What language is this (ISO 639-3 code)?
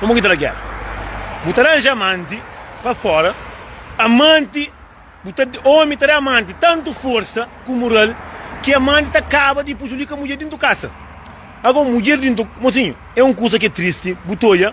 kea